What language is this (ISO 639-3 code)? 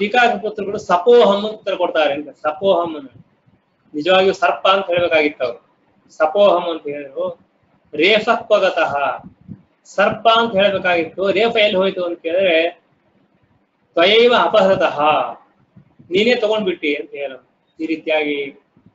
kan